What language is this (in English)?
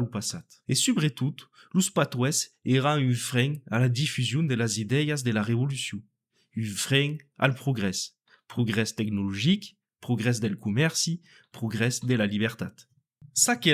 Occitan